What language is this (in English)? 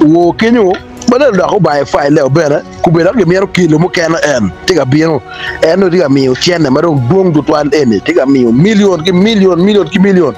Acoli